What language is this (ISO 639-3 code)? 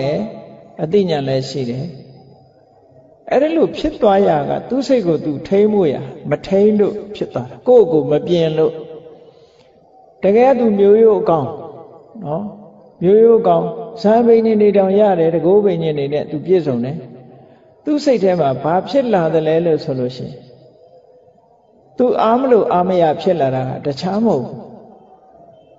mya